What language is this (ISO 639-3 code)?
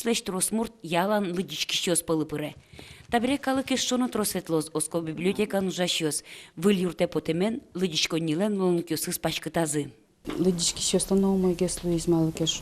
udm